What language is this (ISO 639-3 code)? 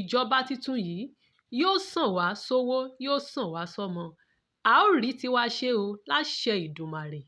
yor